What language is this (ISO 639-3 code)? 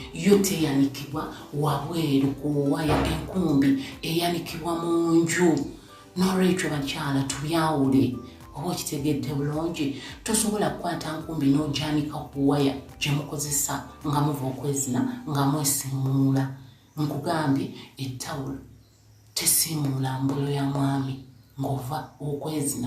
lug